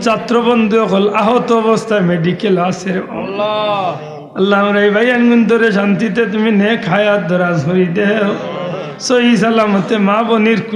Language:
Sylheti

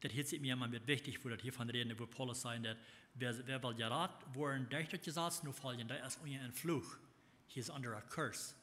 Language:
Plautdietsch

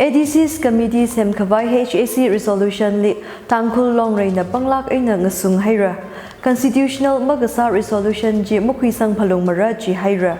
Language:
Tangkhul Naga (India)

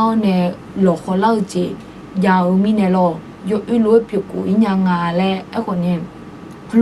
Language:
Akha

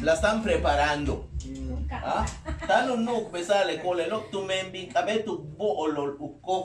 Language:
Yucateco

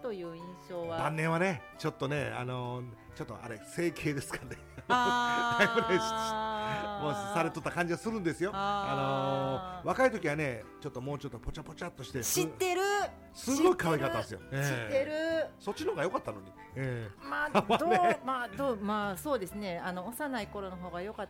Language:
Japanese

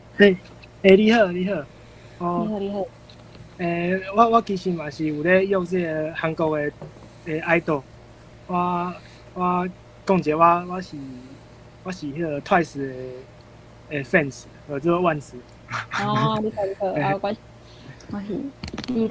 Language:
Min Nan Chinese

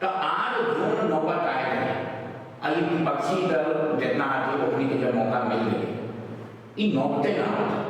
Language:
Magahi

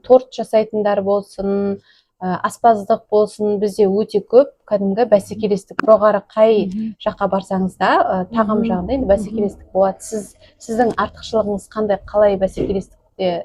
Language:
Kazakh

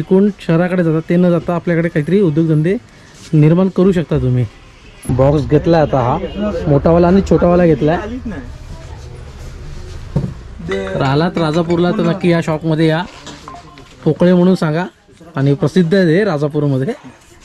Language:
Marathi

